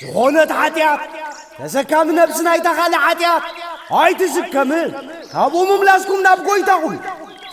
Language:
Tigrinya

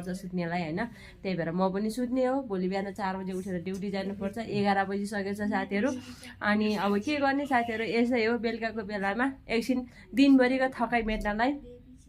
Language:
Nepali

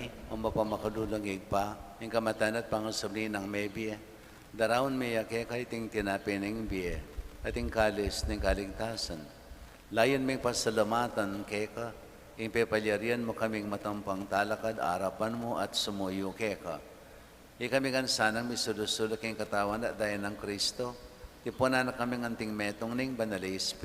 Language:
Pampanga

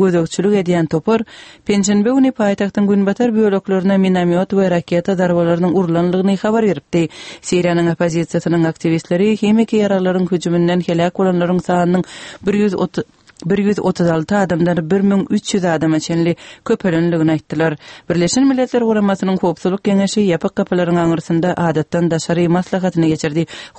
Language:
Kyrgyz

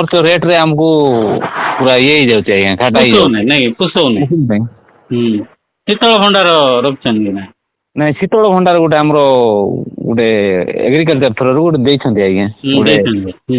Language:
Odia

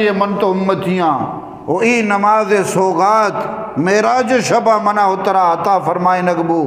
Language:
Eastern Balochi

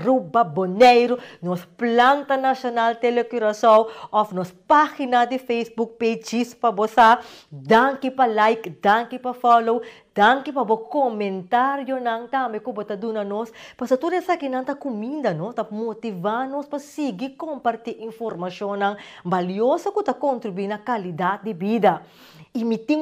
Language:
Papiamento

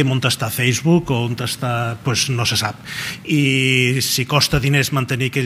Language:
Catalan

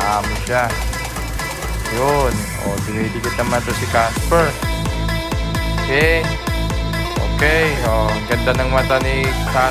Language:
Filipino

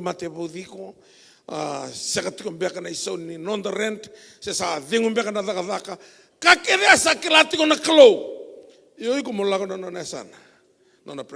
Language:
Fijian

